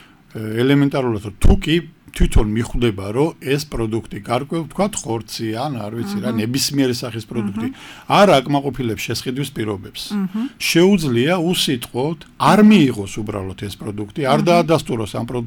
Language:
Georgian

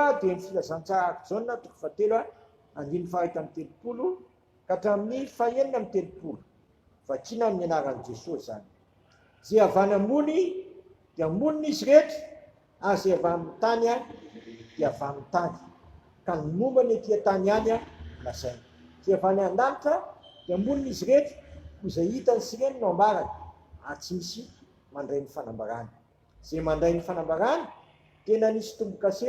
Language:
Malagasy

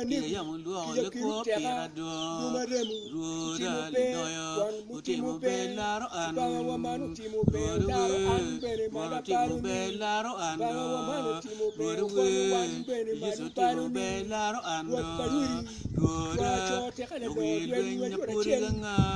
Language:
Acoli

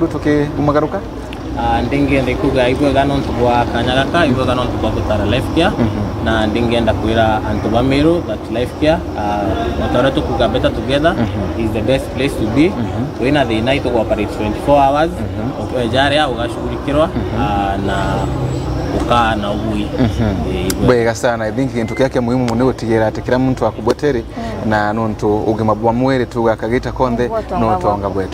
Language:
Meru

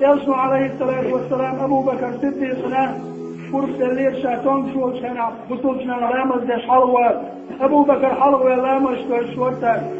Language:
Chechen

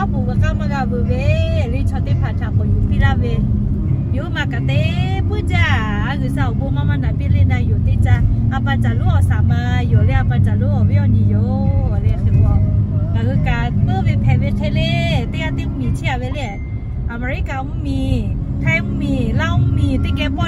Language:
Lahu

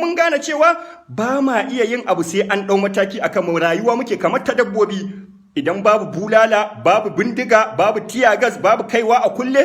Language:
Hausa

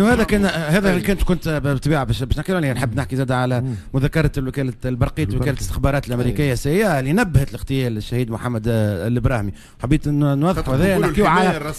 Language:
Tunisian Arabic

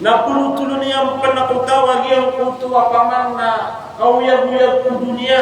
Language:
Maranao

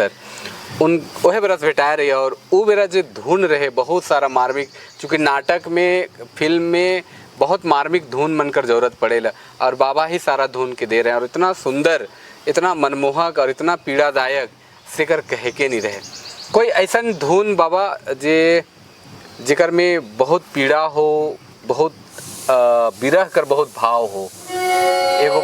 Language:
Sadri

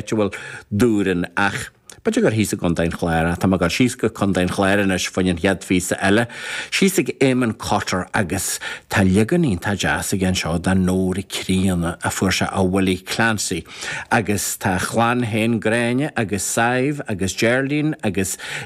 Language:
Irish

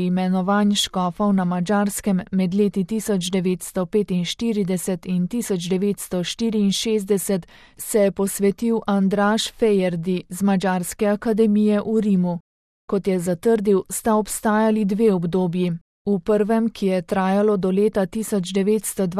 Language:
Slovenian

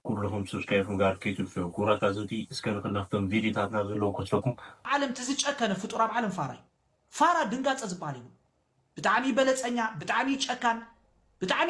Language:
Tigrinya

